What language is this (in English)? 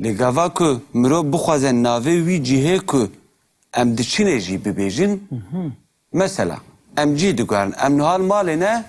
Kurdish